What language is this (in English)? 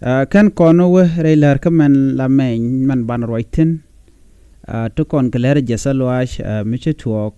Nuer